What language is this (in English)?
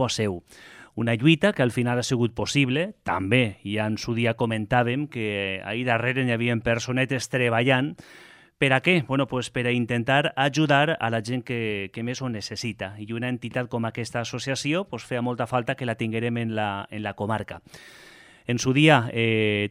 Catalan